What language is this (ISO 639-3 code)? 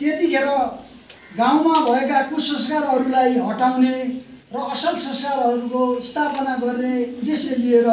nep